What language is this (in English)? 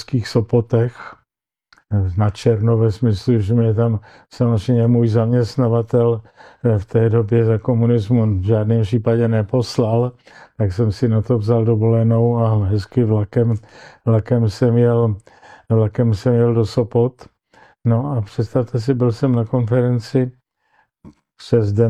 Czech